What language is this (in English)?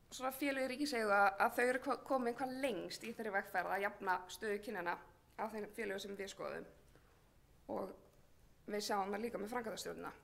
Icelandic